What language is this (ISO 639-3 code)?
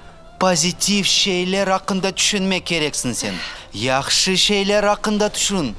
crh